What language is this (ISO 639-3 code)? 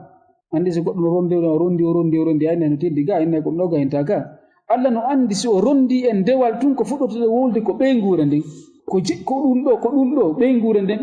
ful